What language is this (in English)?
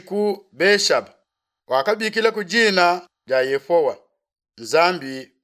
Luba-Lulua